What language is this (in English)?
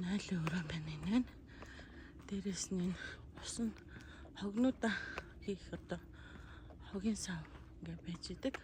Mongolian